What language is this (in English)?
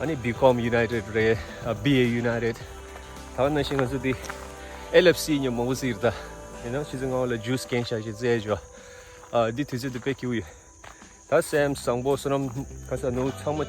Tibetan